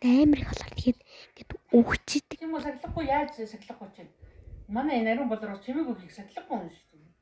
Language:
Mongolian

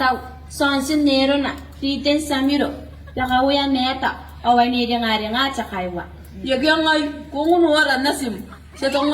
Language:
Gilbertese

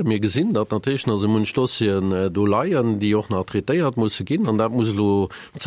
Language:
Luxembourgish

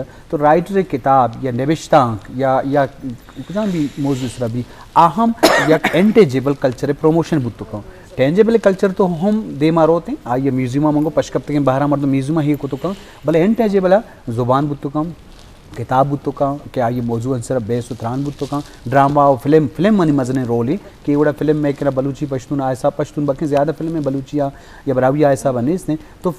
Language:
Eastern Balochi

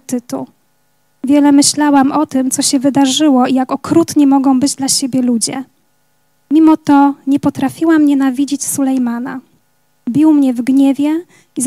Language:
Polish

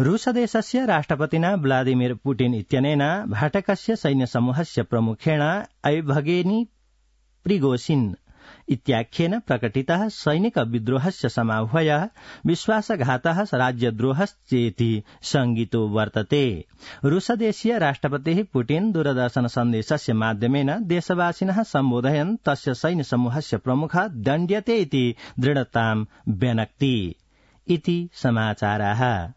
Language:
Sanskrit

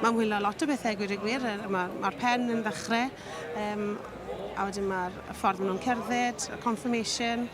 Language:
Welsh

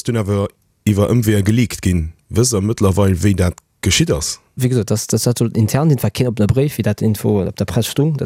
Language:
Luxembourgish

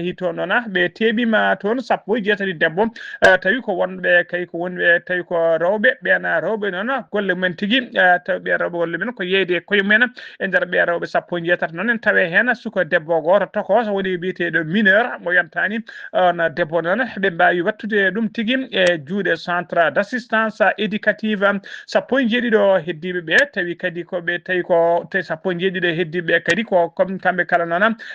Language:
Fula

